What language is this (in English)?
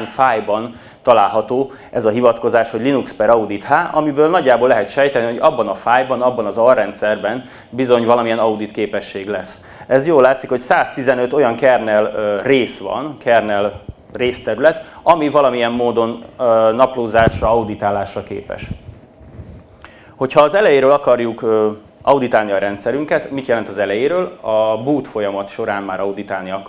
Hungarian